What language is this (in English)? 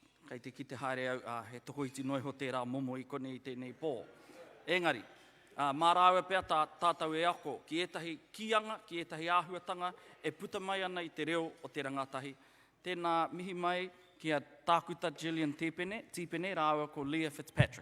Māori